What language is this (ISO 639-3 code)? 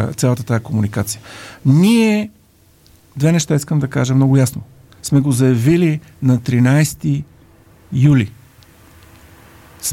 bul